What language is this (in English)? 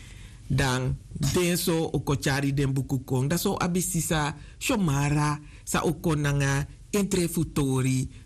Sranan Tongo